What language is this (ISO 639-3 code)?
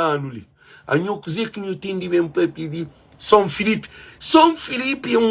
kea